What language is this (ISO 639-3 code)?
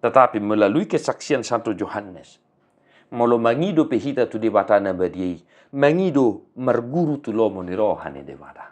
bbc